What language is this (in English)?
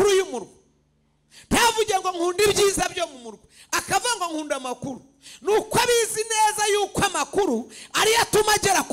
Kinyarwanda